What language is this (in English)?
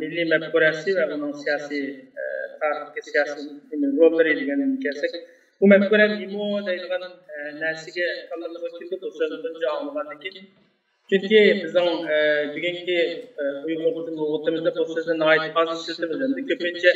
Uyghur